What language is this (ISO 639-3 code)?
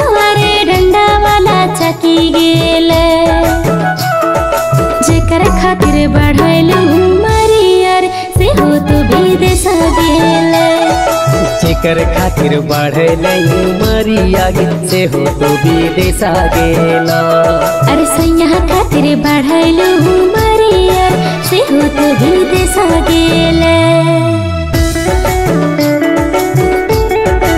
bho